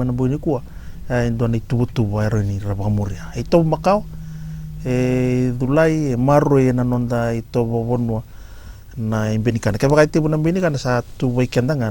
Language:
Fijian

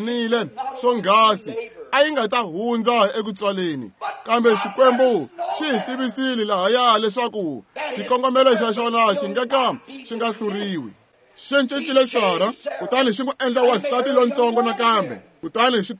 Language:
Tsonga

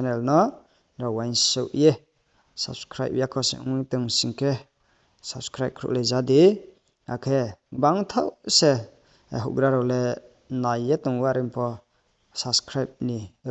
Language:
Riang (India)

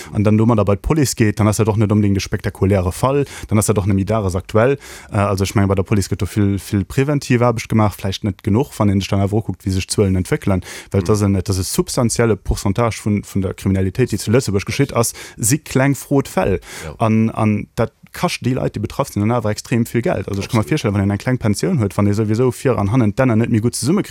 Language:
Luxembourgish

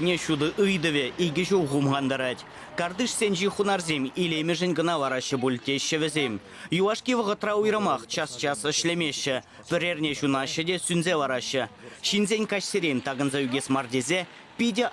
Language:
Chuvash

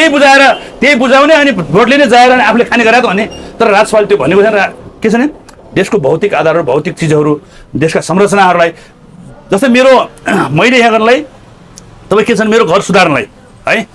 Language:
Nepali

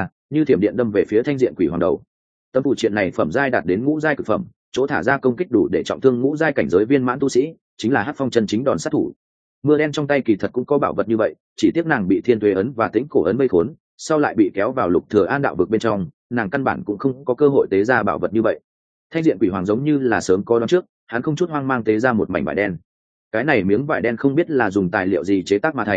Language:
Vietnamese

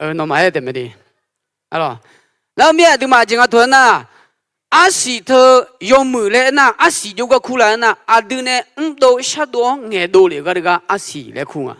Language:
Akha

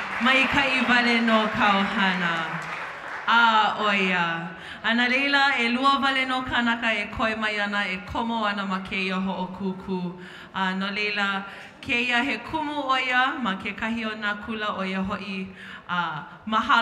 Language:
Hawaiian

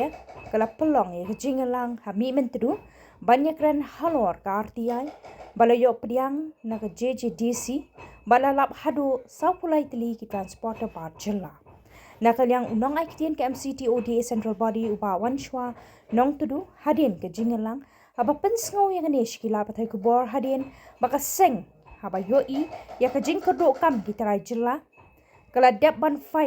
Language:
Khasi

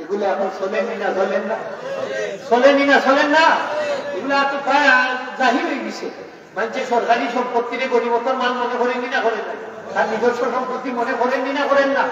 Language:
Sylheti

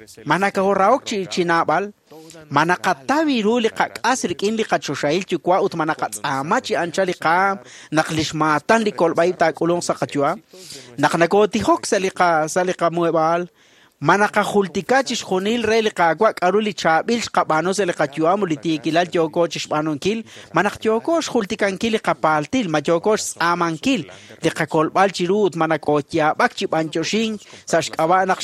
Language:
Kekchí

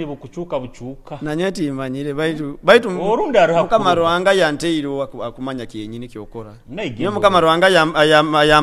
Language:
Nyoro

